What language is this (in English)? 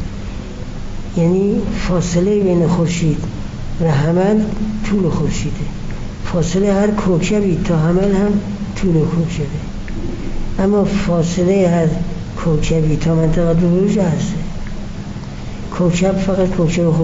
Persian